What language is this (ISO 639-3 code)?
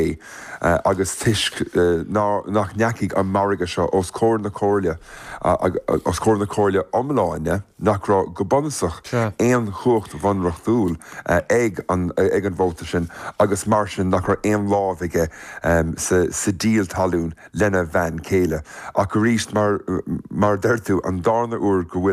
gle